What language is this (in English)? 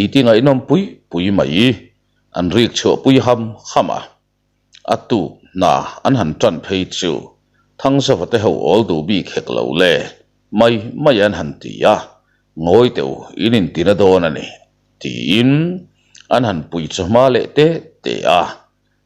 Mizo